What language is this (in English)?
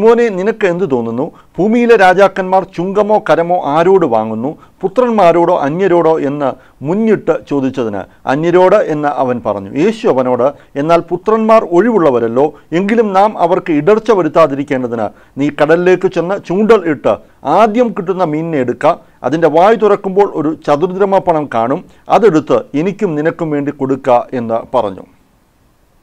Malayalam